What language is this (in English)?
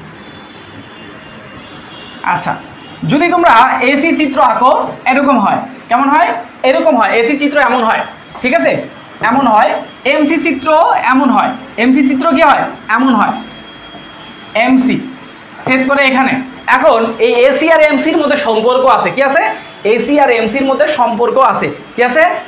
Bangla